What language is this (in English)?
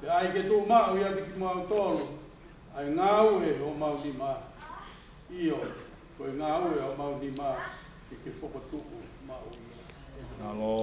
Tongan